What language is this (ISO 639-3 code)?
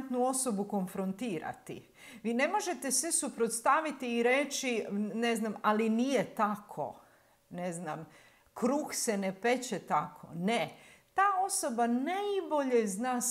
hrv